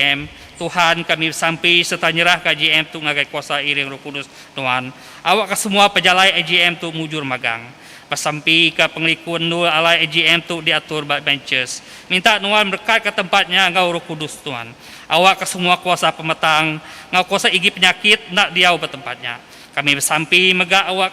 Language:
Iban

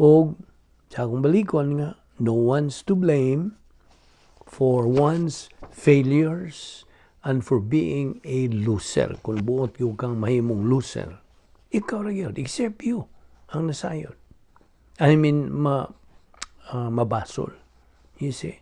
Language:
Cebuano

